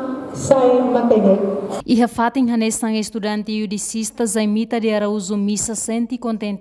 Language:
Tetum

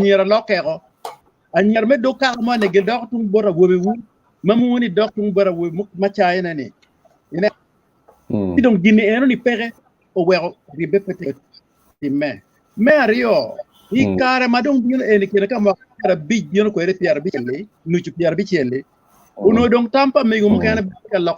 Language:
Acoli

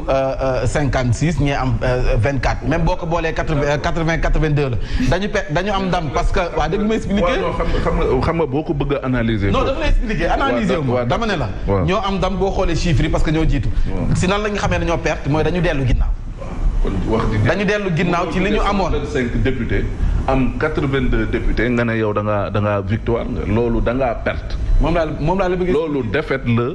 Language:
Wolof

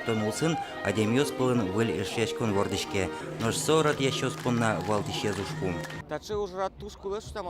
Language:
Udmurt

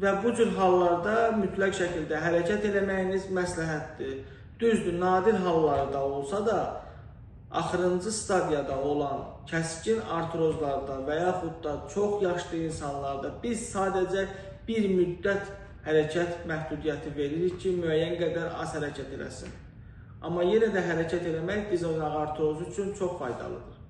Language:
Azerbaijani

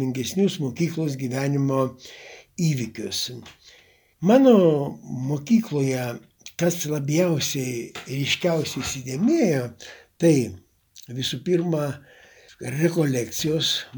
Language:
Lithuanian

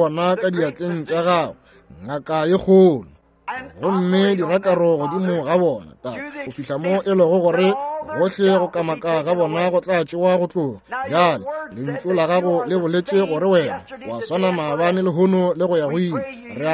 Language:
Northern Sotho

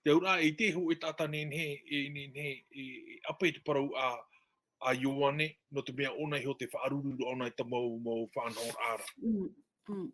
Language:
Tahitian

